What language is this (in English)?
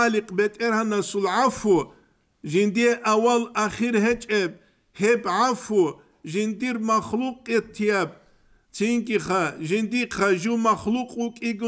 Avaric